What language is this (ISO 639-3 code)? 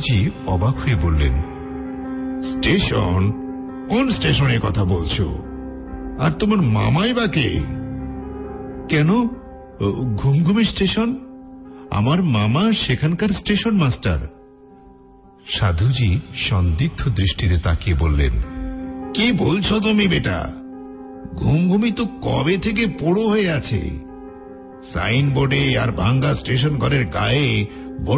ben